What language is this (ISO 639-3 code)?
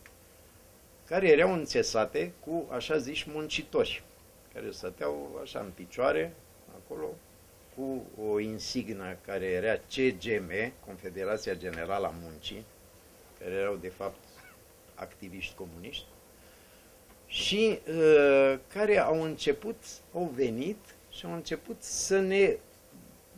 ron